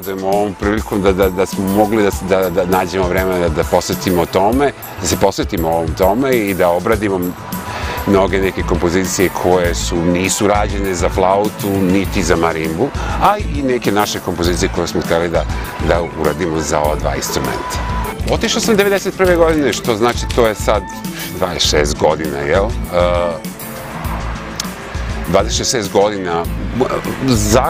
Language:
Serbian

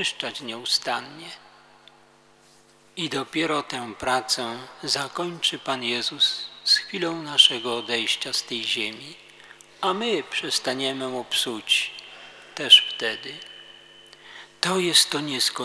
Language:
Polish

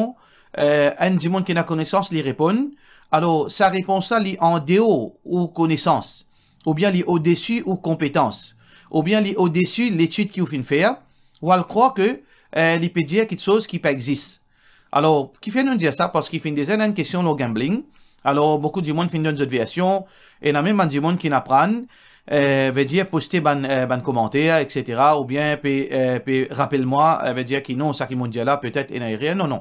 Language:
Morisyen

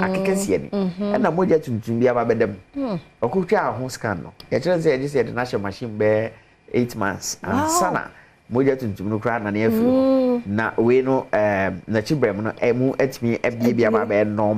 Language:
Akan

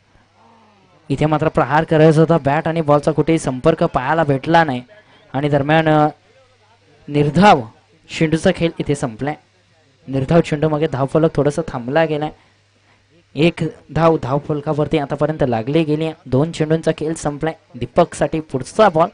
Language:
Marathi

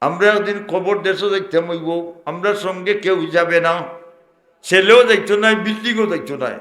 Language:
Sylheti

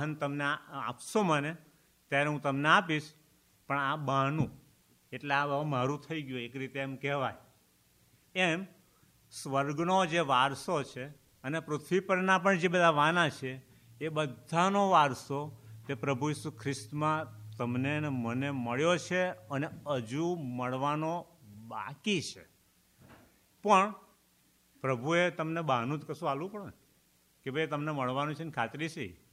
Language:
Gujarati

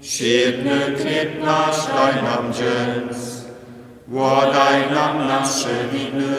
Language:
Upper Sorbian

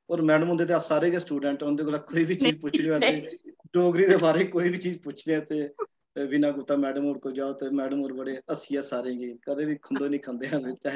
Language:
Dogri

